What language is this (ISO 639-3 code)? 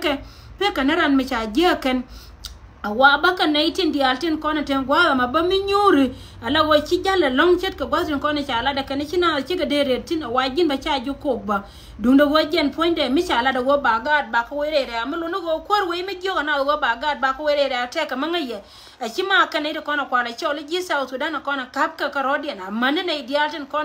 nus